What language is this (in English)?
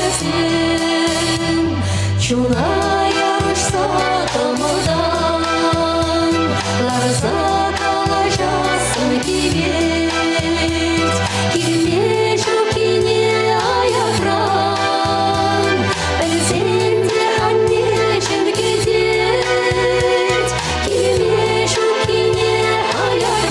Chuvash